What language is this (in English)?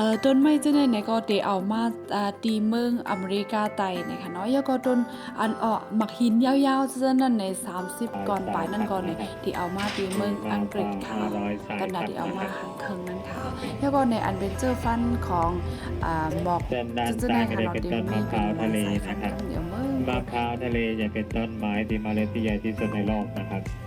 Shan